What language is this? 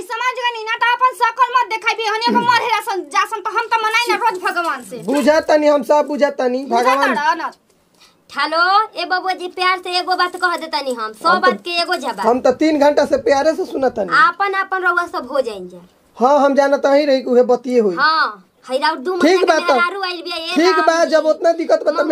Bhojpuri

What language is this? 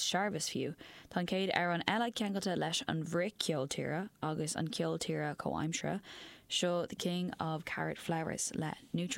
Irish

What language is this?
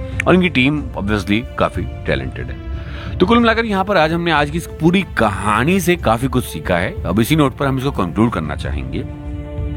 Hindi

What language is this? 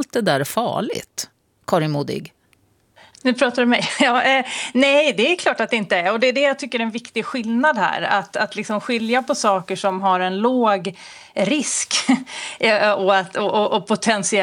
Swedish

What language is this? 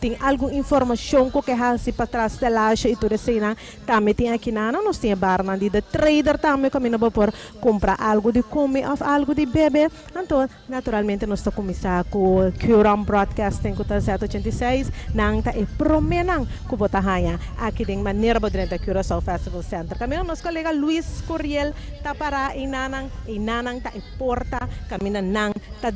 Papiamento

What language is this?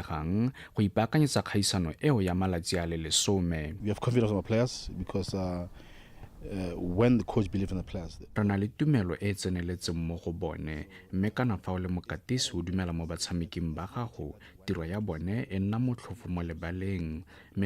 Tswana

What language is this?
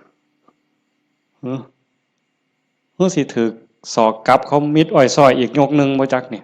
Northeastern Thai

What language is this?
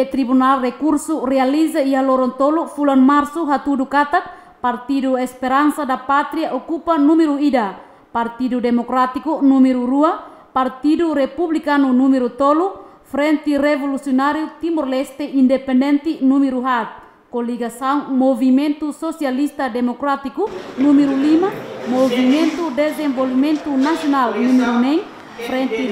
Tetum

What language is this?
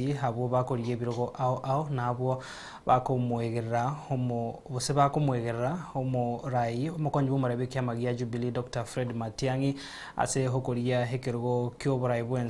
Gusii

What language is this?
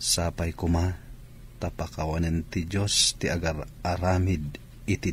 Iloko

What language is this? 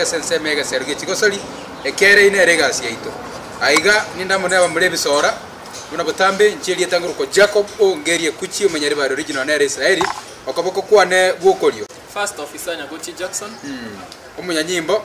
Gusii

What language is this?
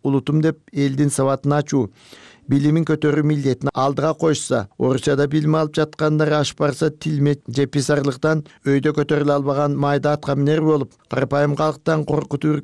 Kyrgyz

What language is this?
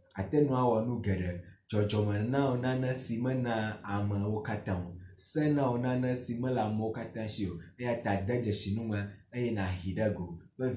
Ewe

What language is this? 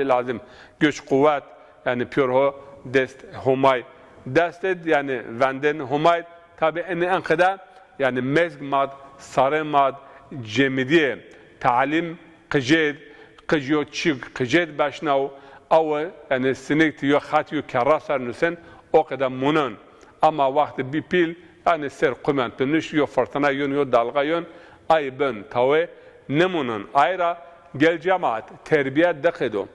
Zaza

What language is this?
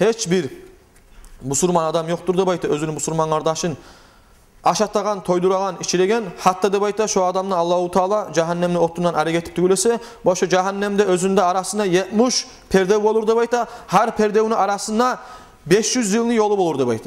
Kumyk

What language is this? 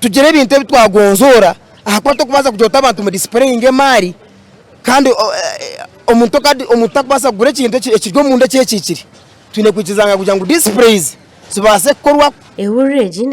Nyankole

